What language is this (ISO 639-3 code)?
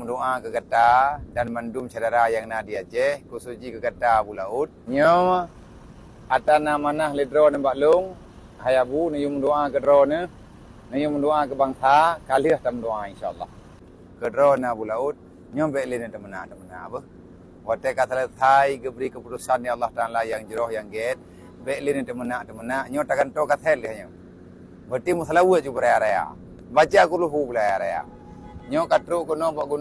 ace